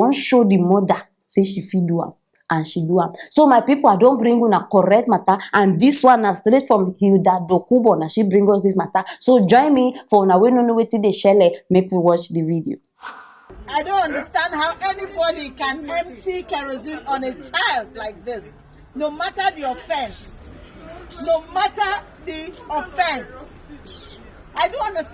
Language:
Nigerian Pidgin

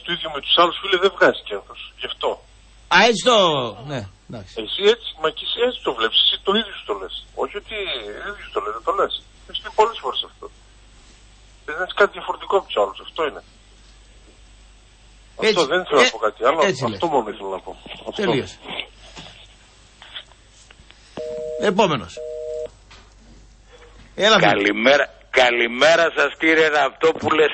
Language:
Greek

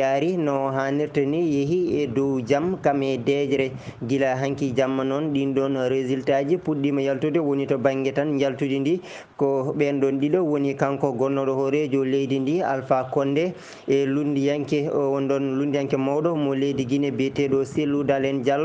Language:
Fula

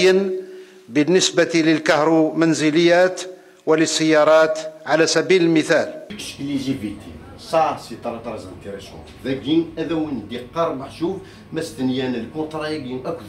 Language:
Kabyle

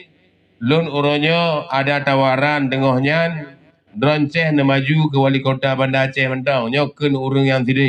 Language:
Achinese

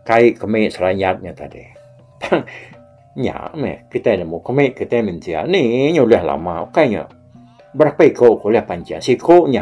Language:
Iban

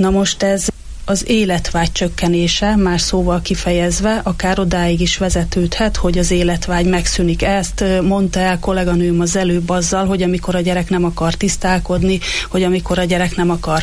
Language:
Hungarian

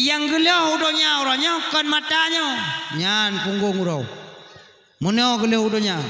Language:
Achinese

